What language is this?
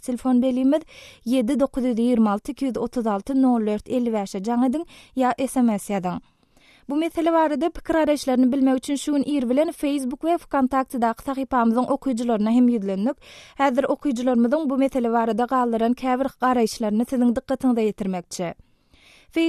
Turkmen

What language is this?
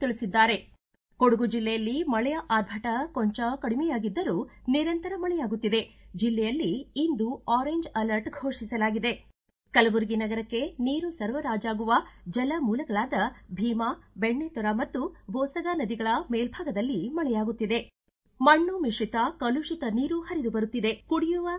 Kannada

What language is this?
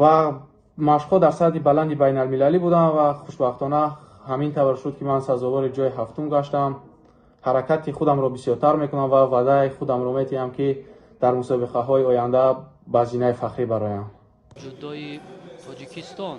Tajik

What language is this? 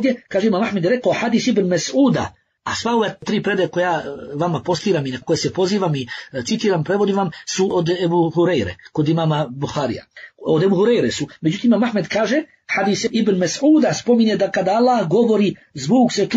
Bosnian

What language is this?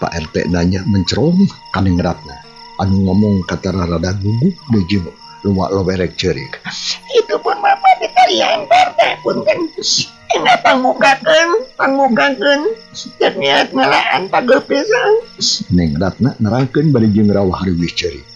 Sundanese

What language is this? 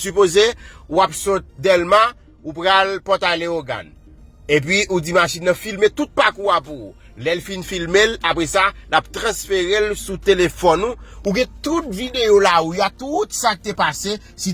Haitian Creole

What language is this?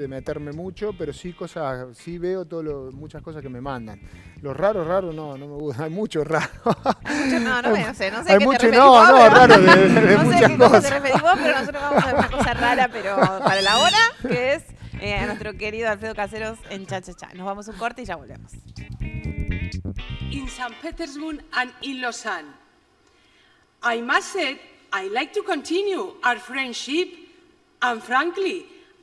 Spanish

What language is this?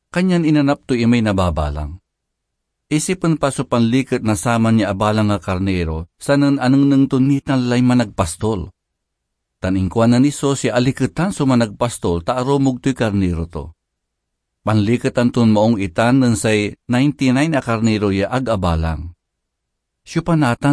Pangasinan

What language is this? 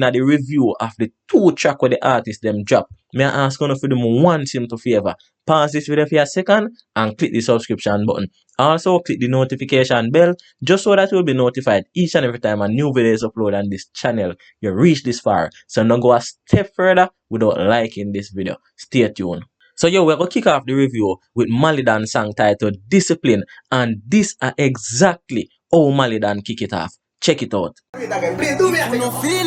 Jamaican Creole English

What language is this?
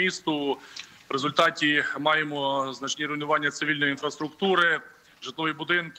Ukrainian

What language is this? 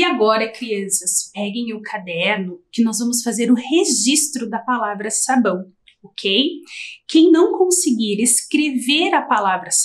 Portuguese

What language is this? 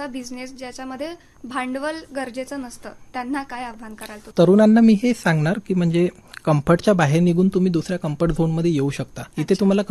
Marathi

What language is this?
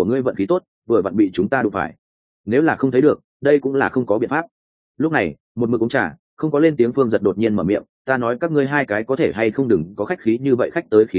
Vietnamese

